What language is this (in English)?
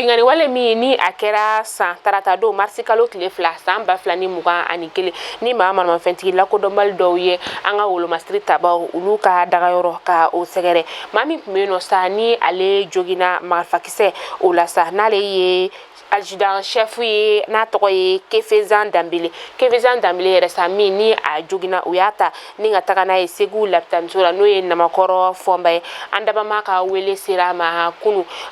Bambara